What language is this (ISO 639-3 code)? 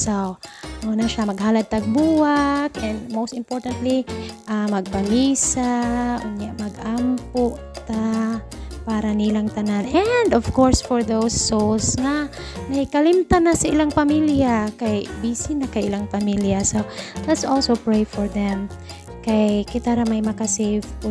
ceb